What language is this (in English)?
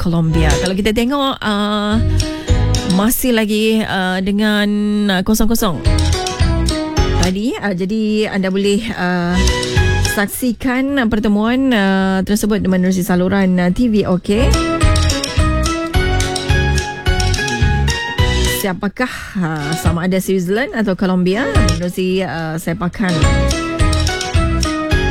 Malay